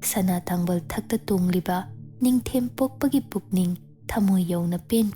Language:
Manipuri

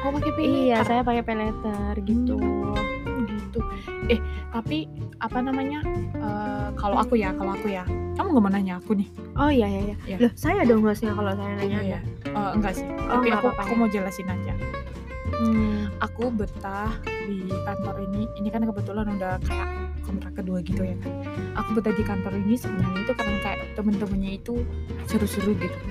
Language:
Indonesian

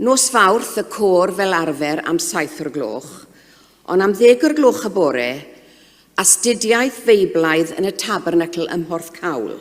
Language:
Welsh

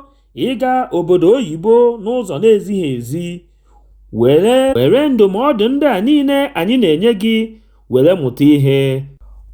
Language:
Igbo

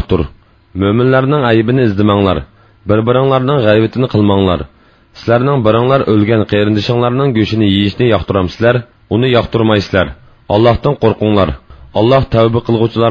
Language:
Uyghur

